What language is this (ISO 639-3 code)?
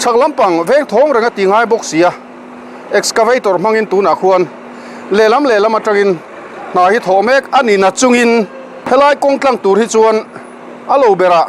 lus